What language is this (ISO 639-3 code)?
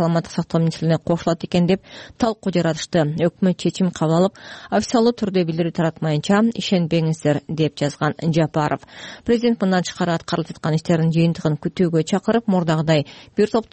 kir